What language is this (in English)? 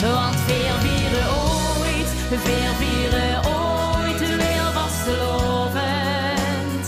Limburgish